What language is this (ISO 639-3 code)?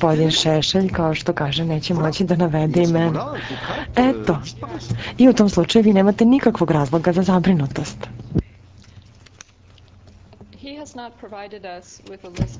srp